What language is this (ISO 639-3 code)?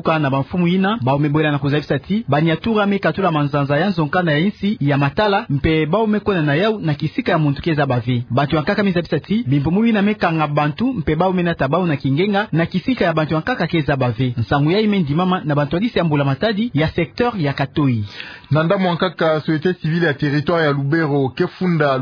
ktu